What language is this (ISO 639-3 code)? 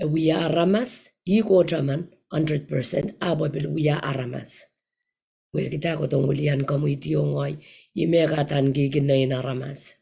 pon